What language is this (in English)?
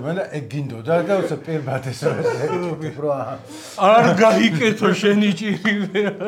Georgian